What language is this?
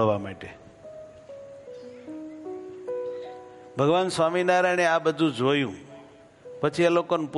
Gujarati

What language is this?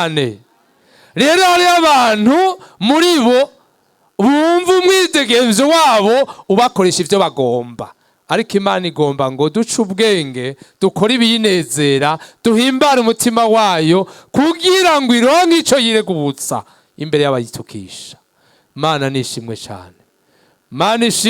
Rundi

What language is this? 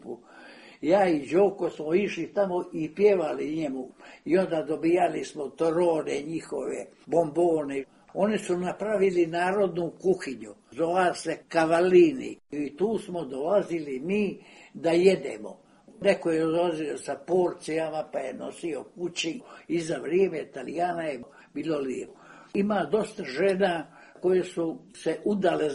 Serbian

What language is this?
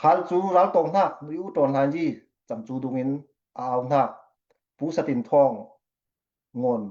Falam Chin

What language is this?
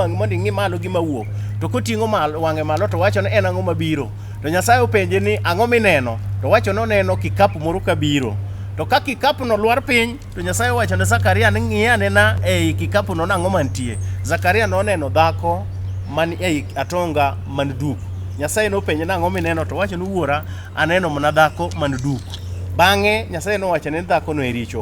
Luo (Kenya and Tanzania)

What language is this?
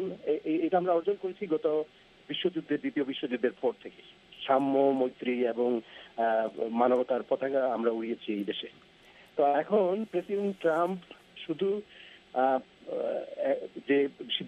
Bangla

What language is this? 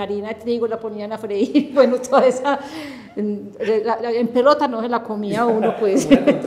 Spanish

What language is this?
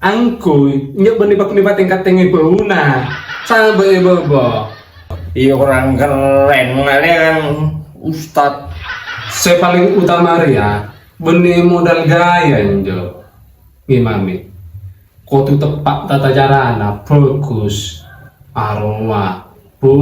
Madurese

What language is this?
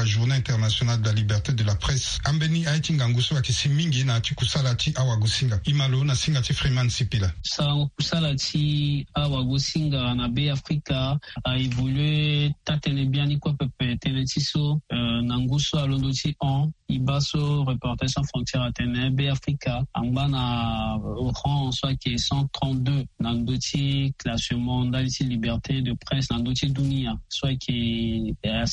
Sango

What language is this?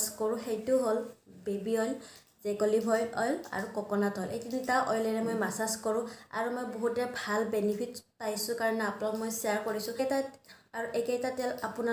Assamese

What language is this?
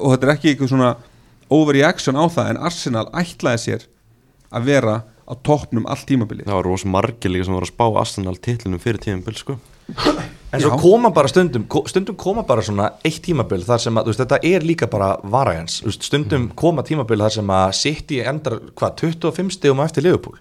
Icelandic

